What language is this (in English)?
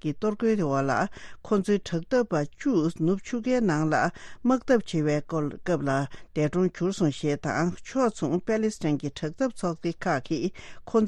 Tibetan